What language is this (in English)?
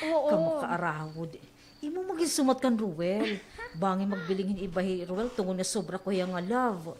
Waray